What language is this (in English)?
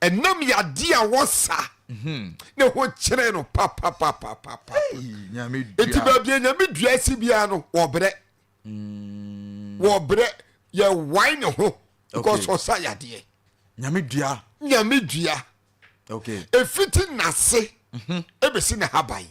Akan